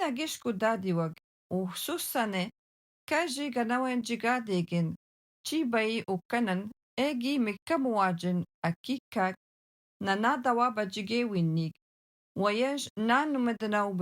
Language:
Algonquin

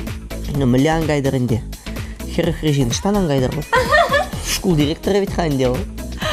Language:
Chuvash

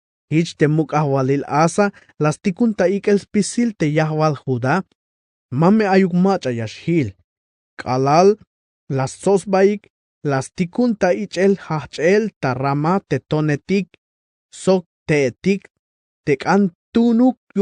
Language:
Tzeltal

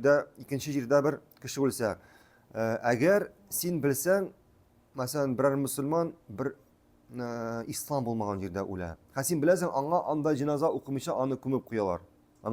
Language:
Tatar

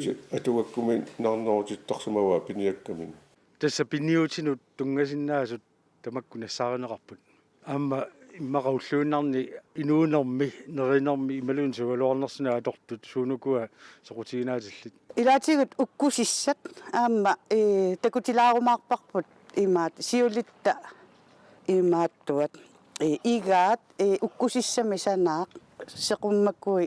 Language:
Kalaallisut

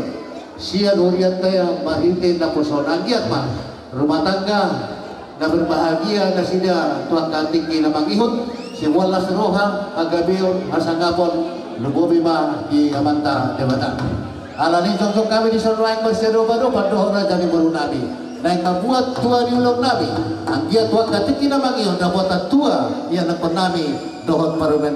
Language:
Batak Toba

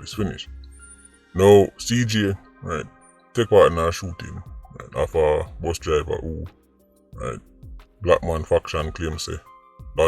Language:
Jamaican Creole English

